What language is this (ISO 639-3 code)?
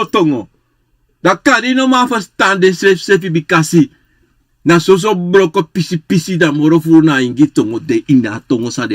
srn